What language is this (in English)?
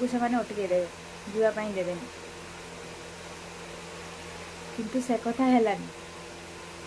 Odia